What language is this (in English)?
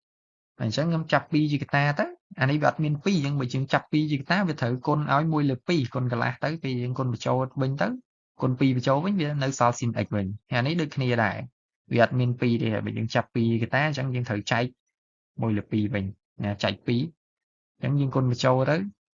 Khmer